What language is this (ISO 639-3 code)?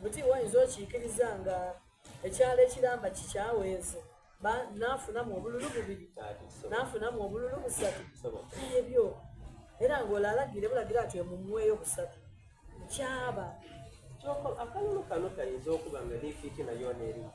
xog